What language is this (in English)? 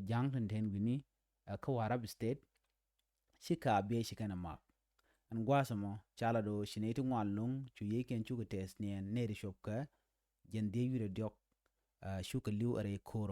Nuer